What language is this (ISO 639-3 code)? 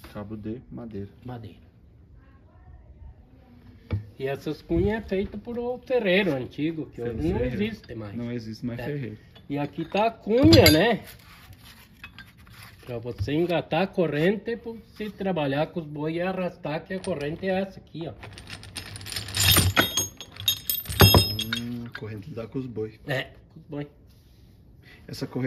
por